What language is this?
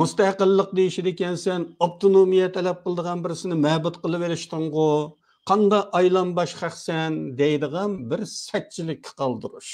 Uyghur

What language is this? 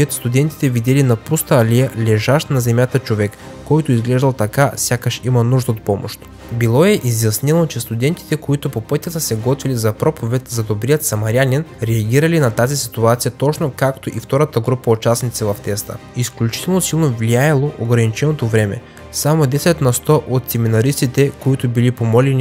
Bulgarian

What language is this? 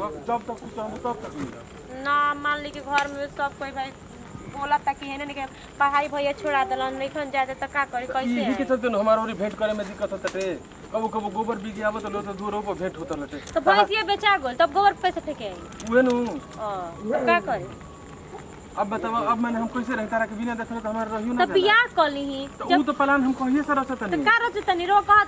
Bhojpuri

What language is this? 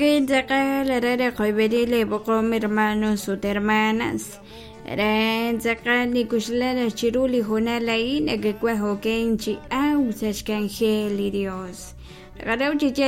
Kekchí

